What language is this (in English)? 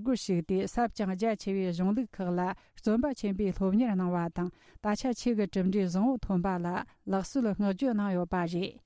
Tibetan